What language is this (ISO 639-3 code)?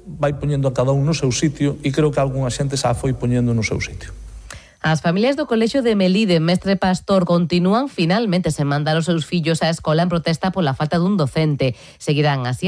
glg